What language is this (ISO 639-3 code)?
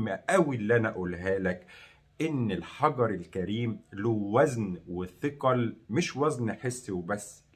arz